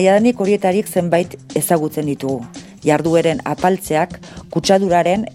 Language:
Basque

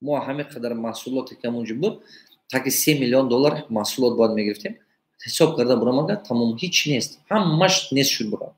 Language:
Tajik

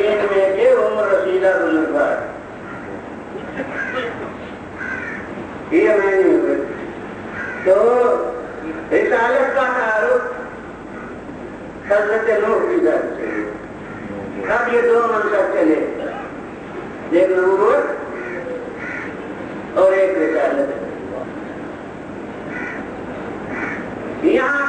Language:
Urdu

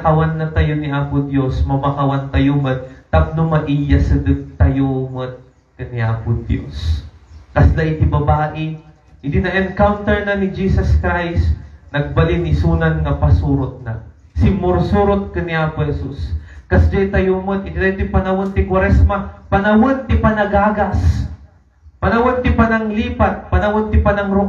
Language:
Iloko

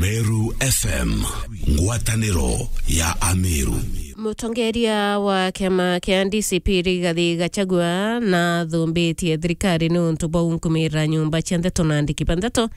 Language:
Meru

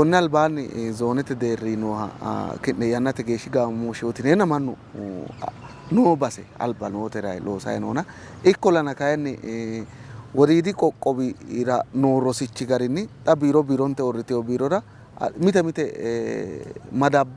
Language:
Sidamo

